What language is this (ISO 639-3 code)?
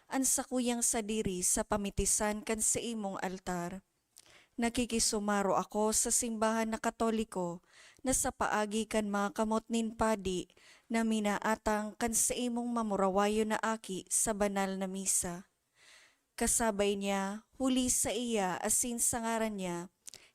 bik